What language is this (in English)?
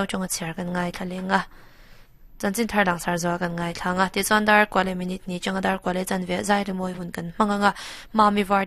Mizo